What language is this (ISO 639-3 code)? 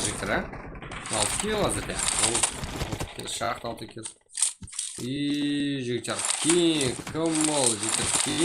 kaa